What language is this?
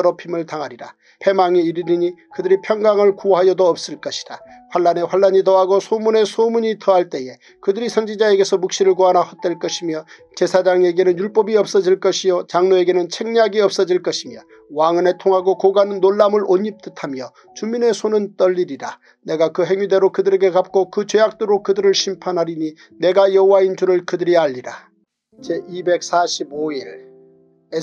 Korean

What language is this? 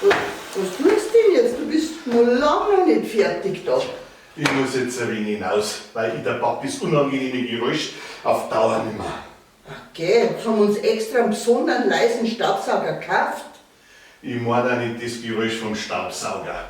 Bavarian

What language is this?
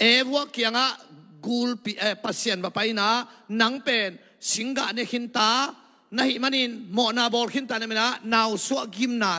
Tedim Chin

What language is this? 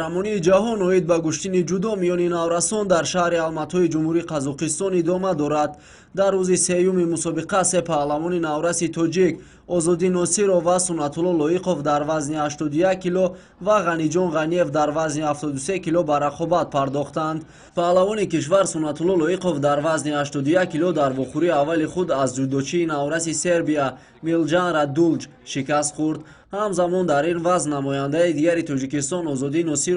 Tajik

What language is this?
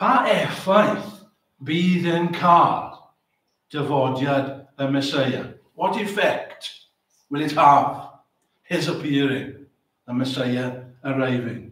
Welsh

